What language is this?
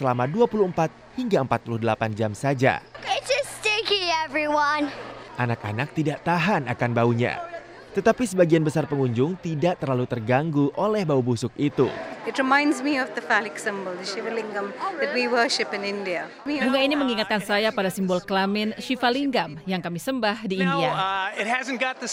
Indonesian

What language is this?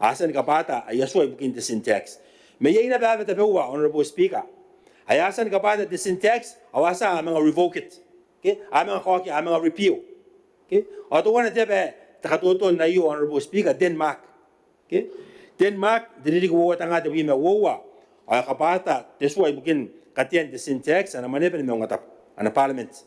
Gilbertese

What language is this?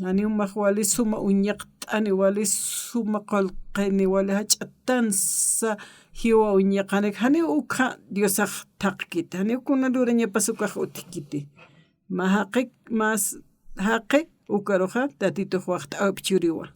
Aymara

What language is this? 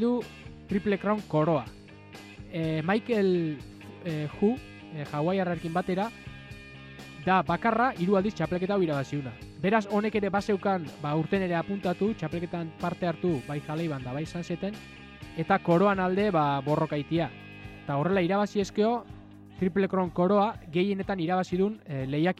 Basque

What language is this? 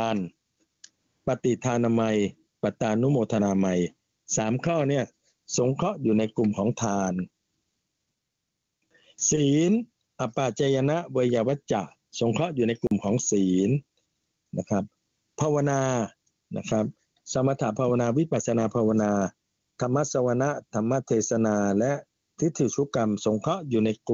Thai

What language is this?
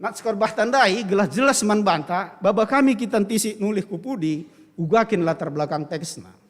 Batak Karo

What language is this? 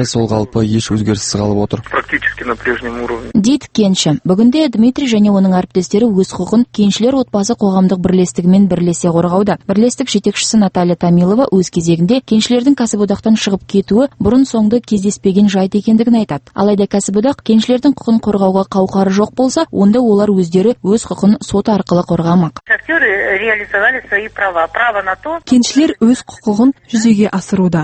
Kazakh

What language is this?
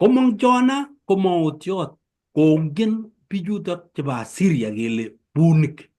Kalenjin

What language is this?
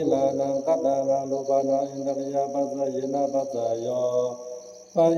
Pali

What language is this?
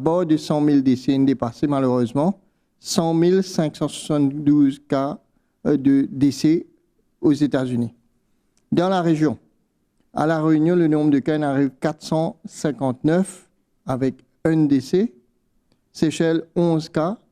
Morisyen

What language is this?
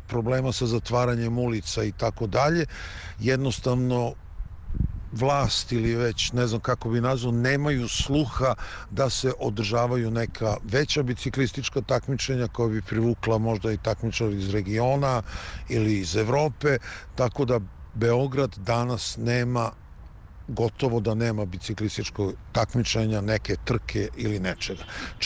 Serbian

